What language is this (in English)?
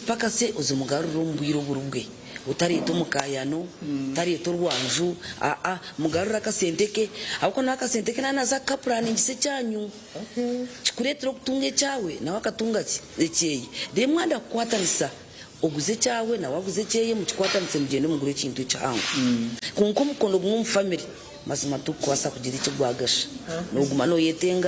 Nyankole